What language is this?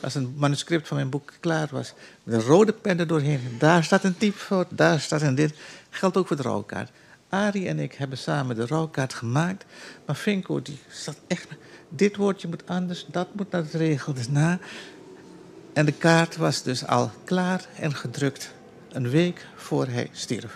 Dutch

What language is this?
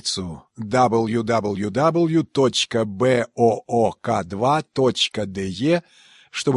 Albanian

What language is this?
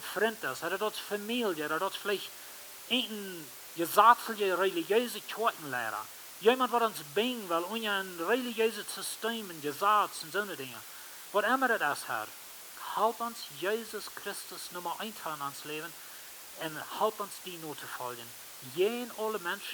Plautdietsch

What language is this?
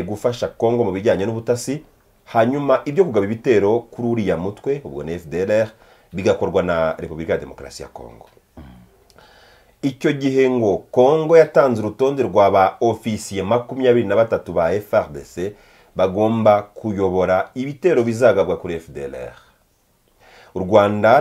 Kinyarwanda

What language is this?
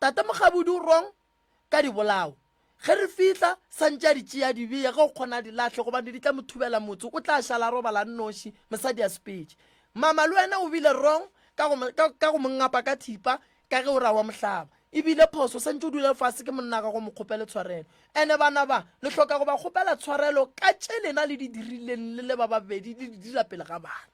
Northern Sotho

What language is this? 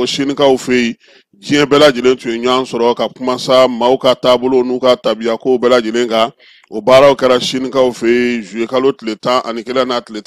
Bambara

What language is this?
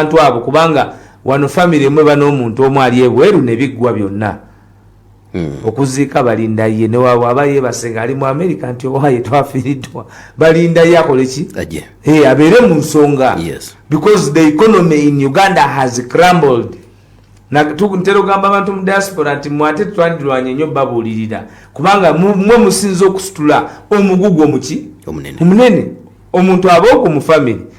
Ganda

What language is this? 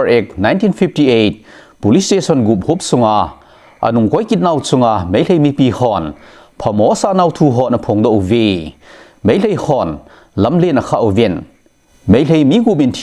Thado Chin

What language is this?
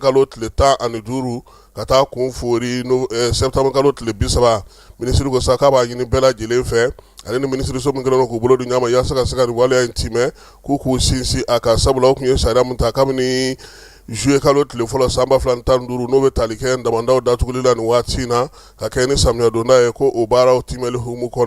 Bambara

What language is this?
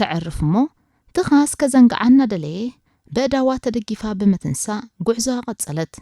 Tigrinya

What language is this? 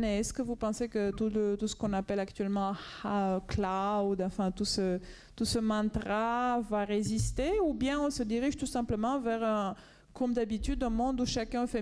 French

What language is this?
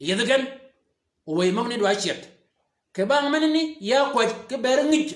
Shilluk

